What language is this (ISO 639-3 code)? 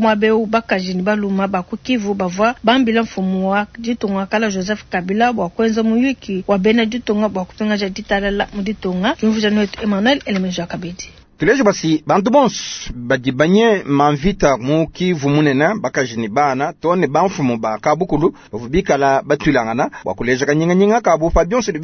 lua